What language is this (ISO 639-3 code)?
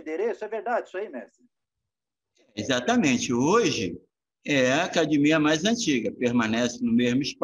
por